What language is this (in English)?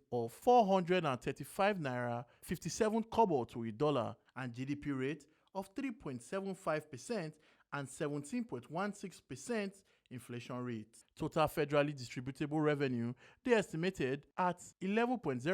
Nigerian Pidgin